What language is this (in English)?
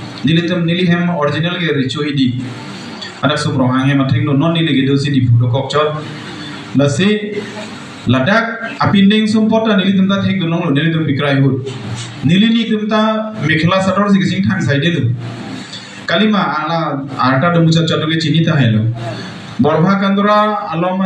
Karbi